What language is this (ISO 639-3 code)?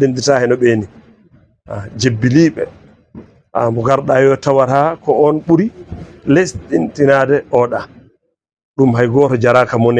ful